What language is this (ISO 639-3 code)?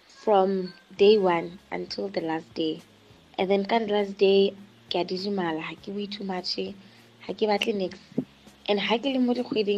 tsn